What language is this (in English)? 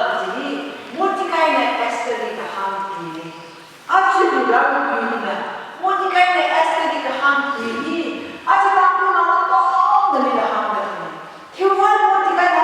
Tangkhul Naga (India)